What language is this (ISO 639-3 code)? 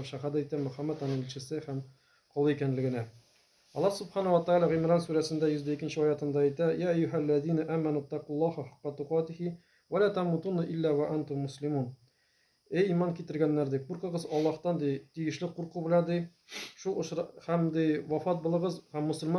tat